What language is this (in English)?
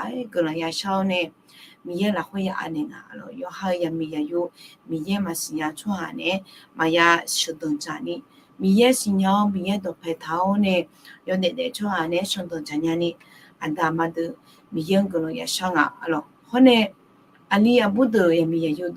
Akha